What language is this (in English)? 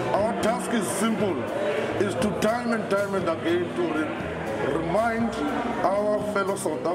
English